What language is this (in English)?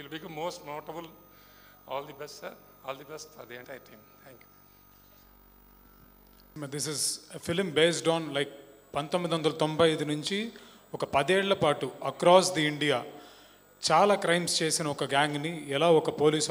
Telugu